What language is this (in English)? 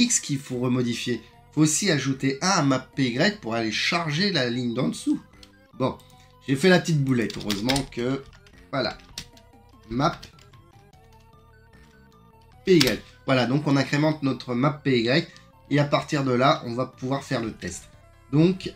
French